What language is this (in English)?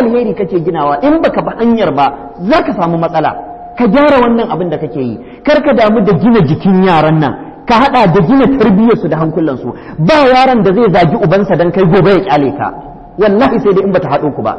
Hausa